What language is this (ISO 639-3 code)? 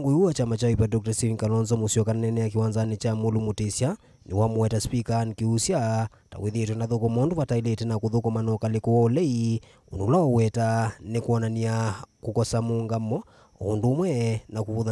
kam